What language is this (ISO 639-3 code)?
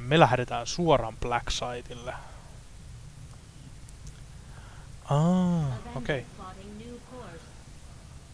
fin